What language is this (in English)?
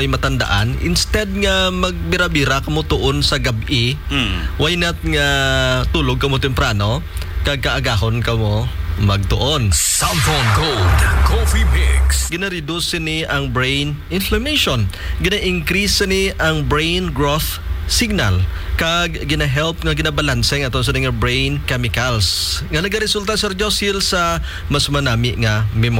Hiligaynon